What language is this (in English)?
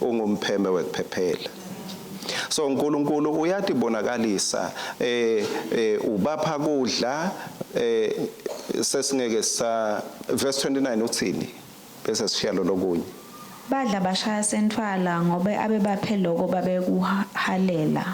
Swati